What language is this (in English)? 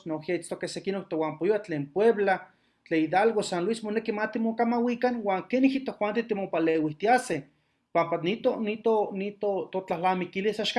Eastern Huasteca Nahuatl